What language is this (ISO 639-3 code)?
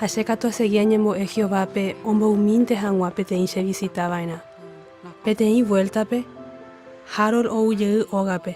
grn